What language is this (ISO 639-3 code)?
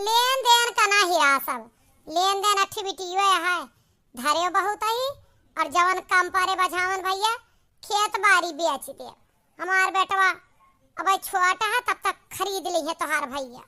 awa